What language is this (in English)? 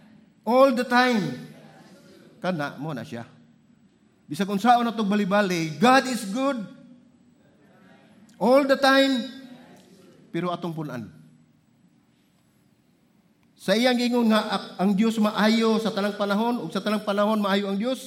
Cebuano